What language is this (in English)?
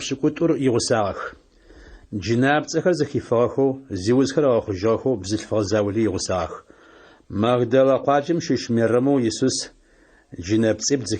Adyghe